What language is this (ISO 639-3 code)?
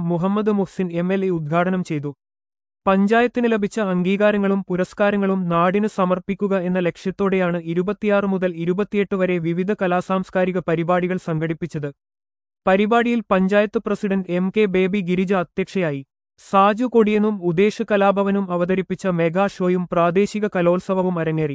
mal